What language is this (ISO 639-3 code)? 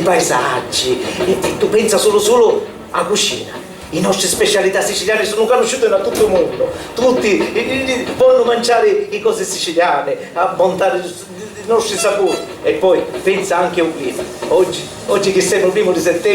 scn